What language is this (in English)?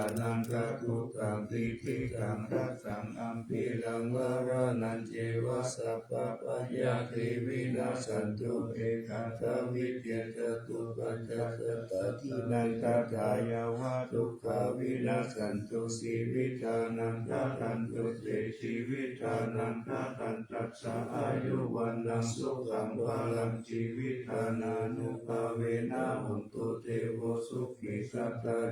Pali